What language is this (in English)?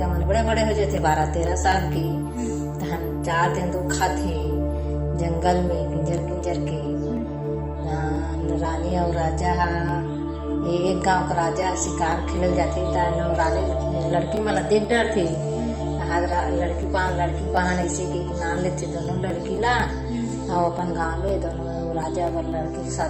Chhattisgarhi